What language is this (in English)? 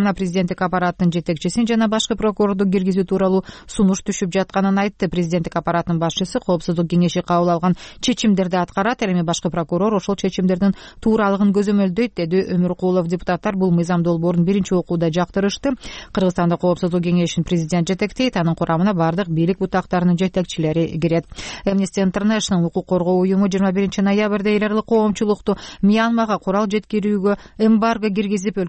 Kyrgyz